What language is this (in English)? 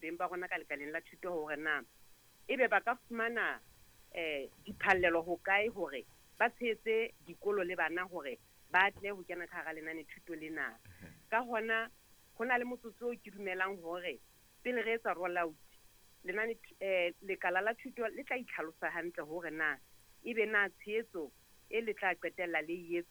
Southern Sotho